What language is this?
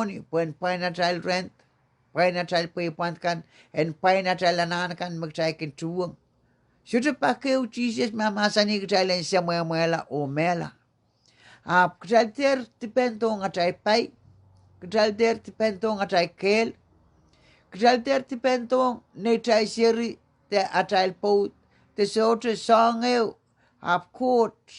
Pohnpeian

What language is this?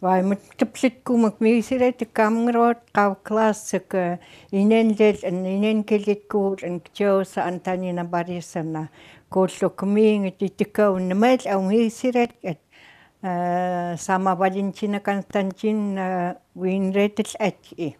Chukot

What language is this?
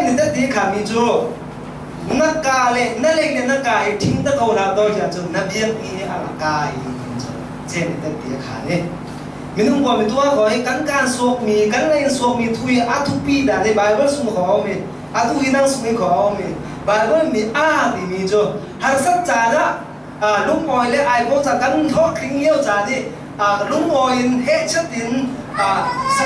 Falam Chin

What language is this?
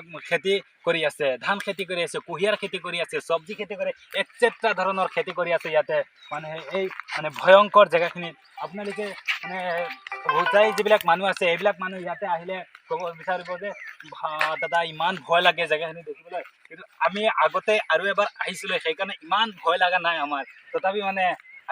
Assamese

